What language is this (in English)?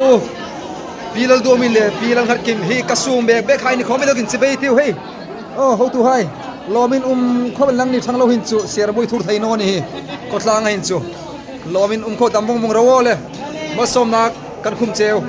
Hmar